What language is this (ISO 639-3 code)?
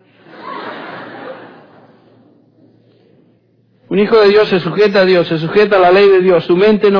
spa